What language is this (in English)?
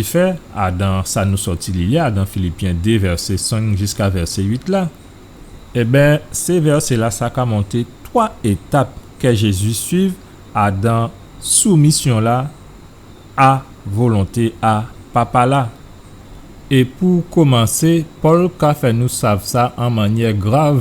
Guadeloupean Creole French